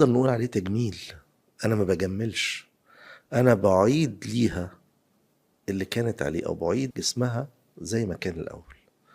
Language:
Egyptian Arabic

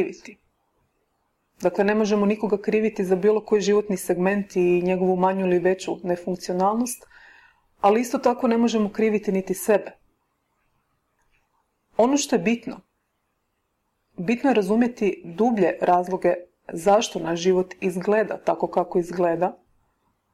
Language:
Croatian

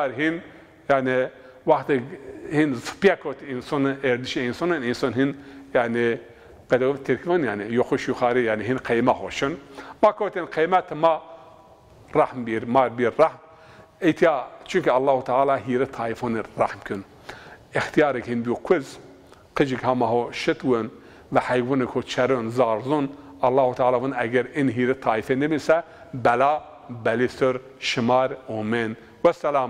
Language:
Zaza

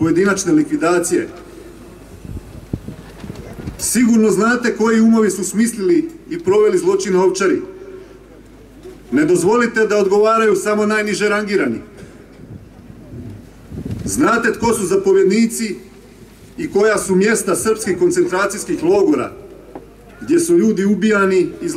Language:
Croatian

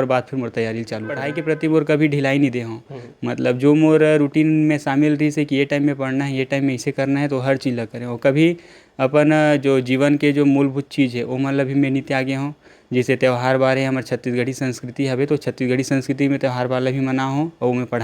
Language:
Chhattisgarhi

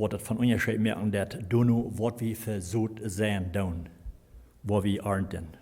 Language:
Plautdietsch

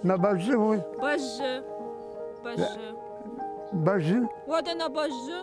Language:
Ossetic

